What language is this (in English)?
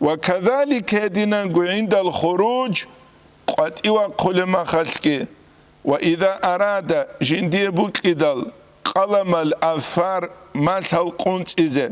Avaric